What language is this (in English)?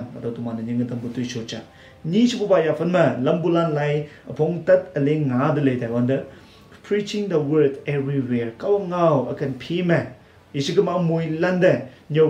Konyak Naga